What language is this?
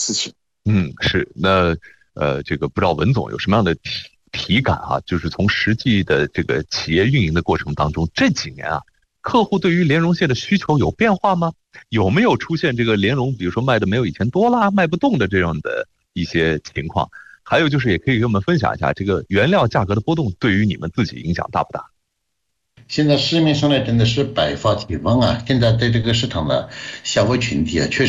Chinese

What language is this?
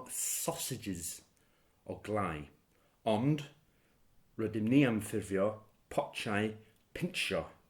Welsh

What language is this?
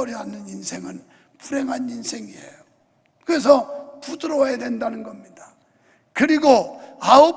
Korean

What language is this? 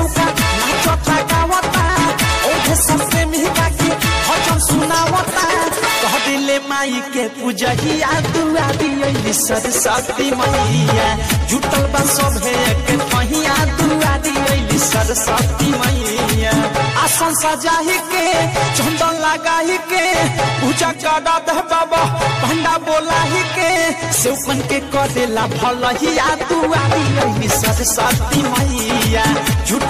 Bhojpuri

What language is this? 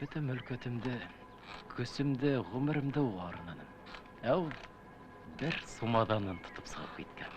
Bashkir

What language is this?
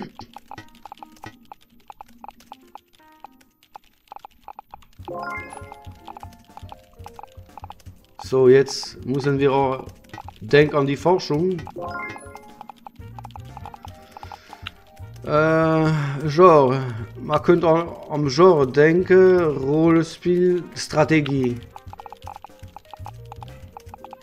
German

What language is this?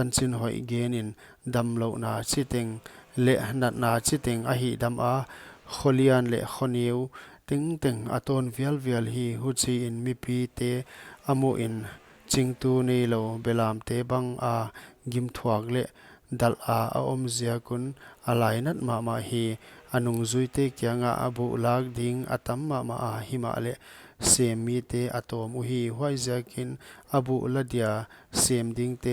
Paite Chin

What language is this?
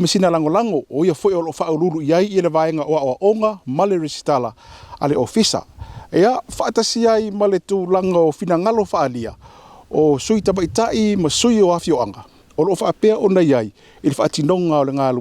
Samoan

